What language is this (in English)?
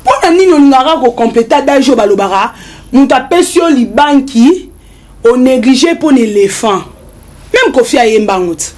Lingala